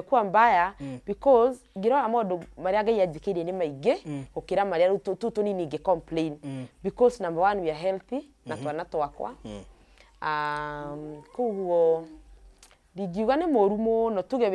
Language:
Kikuyu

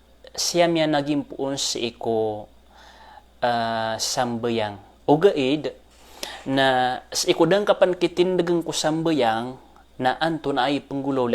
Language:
Maranao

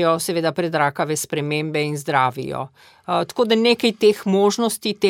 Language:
Slovenian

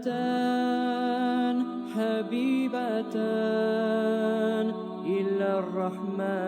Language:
Chechen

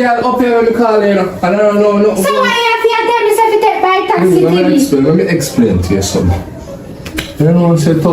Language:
Jamaican Creole English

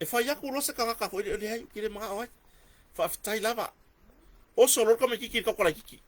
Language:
Samoan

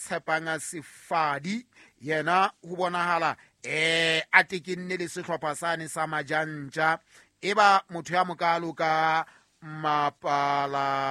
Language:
Southern Sotho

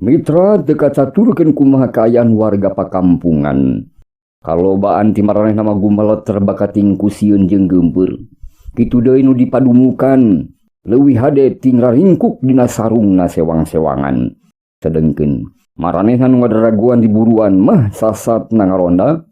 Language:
Sundanese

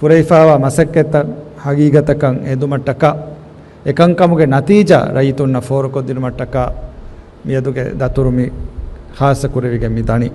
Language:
Divehi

